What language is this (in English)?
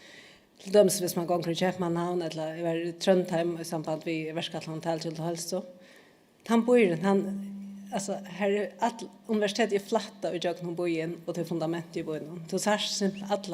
Faroese